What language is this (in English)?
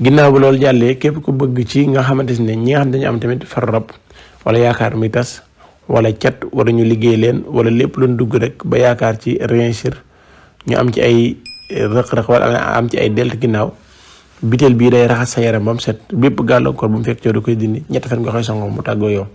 Wolof